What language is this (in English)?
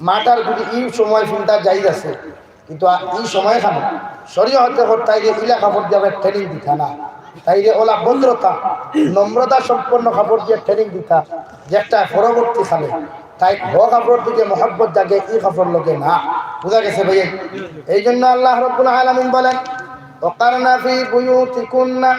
Sylheti